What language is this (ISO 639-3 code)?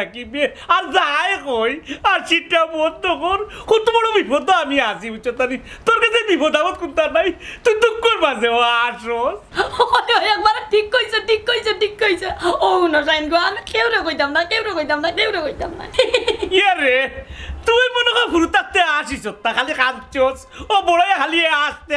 syl